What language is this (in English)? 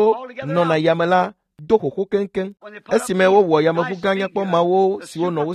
Ewe